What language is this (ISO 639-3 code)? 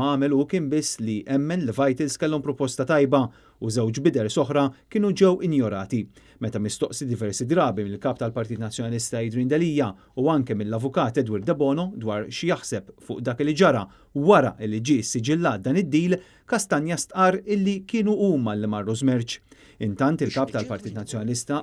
mlt